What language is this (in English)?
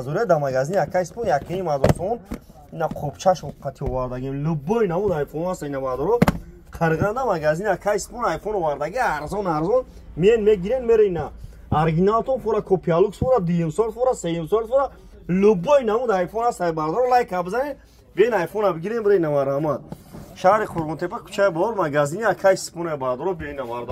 Tajik